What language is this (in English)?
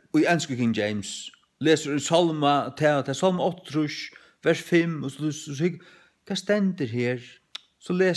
Faroese